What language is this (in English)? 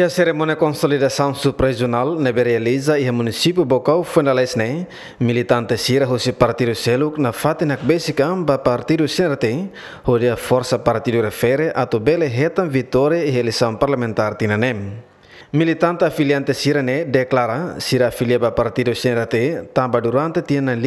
Tetum